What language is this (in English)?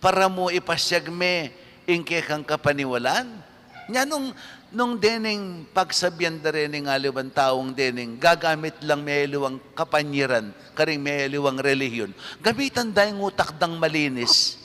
Pampanga